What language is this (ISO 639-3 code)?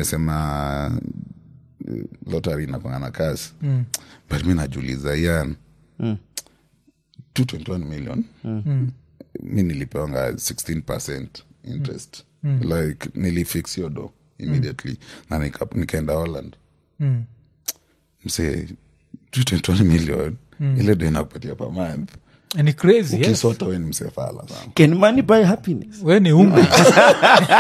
swa